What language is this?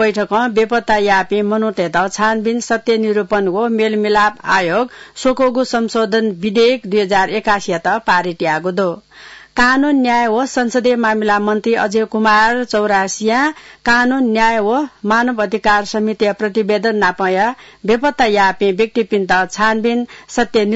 Newari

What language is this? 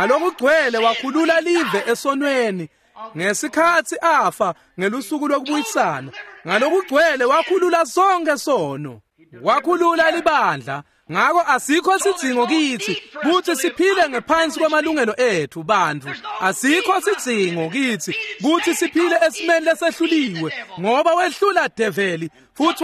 Swati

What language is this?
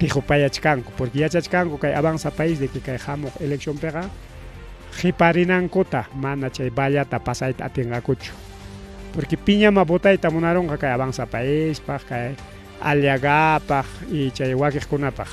Ayacucho Quechua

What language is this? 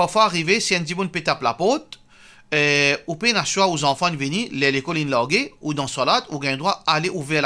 Morisyen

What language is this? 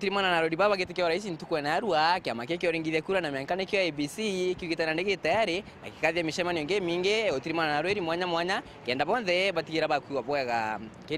Meru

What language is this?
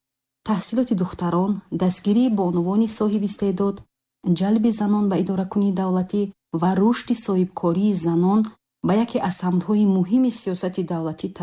Tajik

